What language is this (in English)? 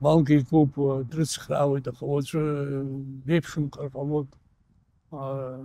Abkhazian